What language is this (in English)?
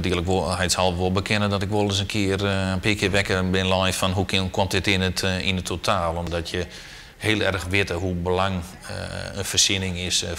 Western Frisian